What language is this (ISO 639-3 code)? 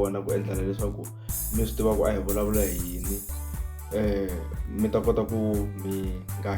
tso